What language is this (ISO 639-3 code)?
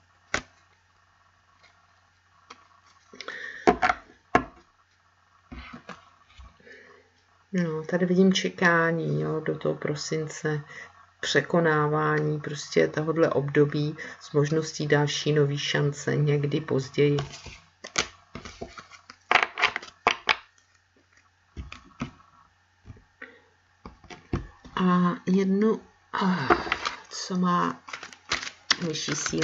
ces